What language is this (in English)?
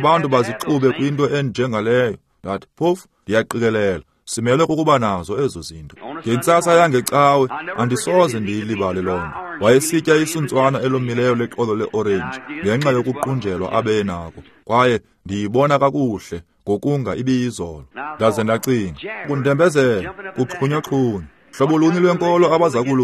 Xhosa